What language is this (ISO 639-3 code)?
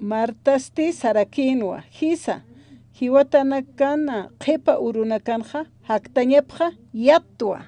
aym